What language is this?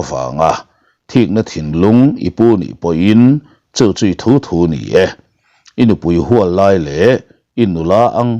Mizo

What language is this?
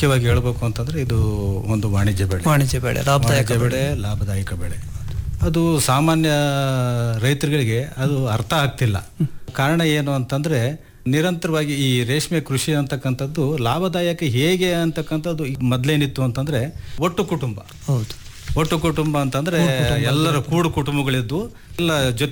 Kannada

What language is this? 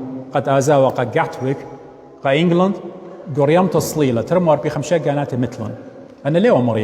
Assyrian Neo-Aramaic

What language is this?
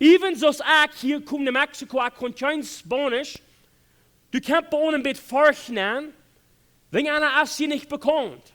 Plautdietsch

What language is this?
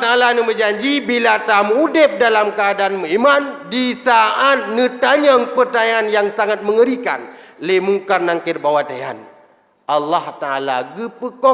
Achinese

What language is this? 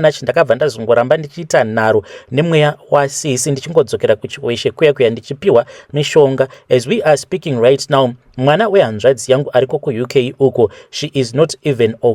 Shona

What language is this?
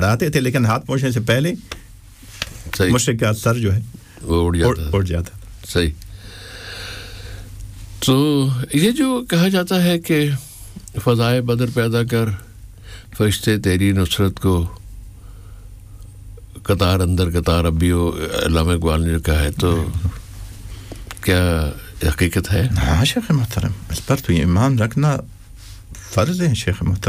Urdu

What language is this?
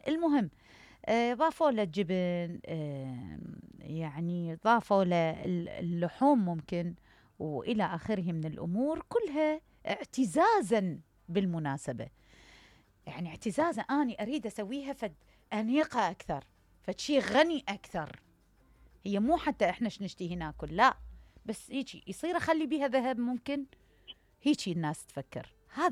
Mesopotamian Arabic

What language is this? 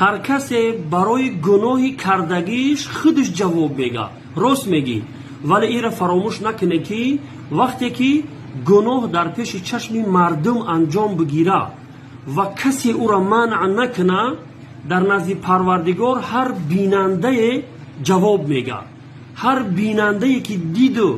Tajik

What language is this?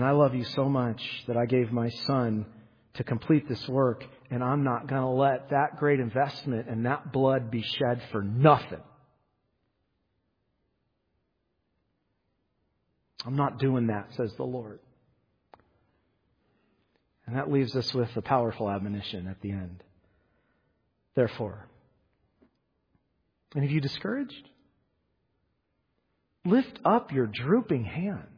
English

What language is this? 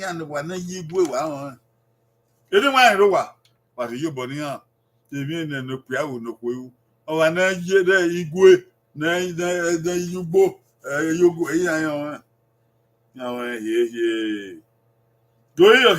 Bini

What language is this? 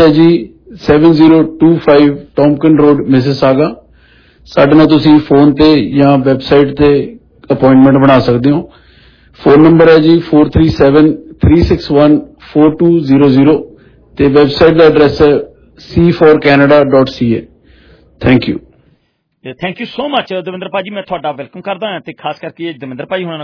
Punjabi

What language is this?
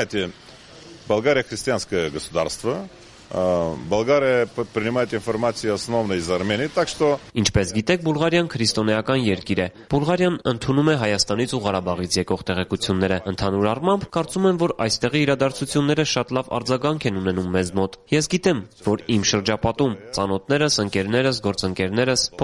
Armenian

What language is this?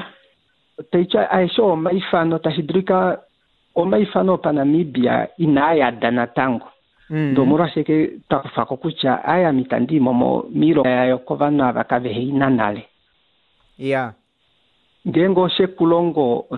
Kuanyama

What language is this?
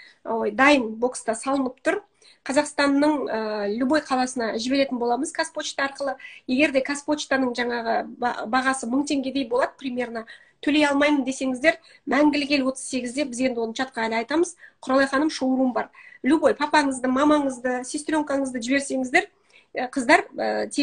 Kazakh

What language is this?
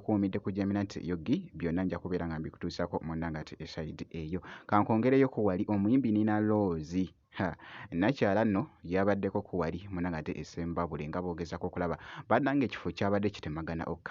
Ganda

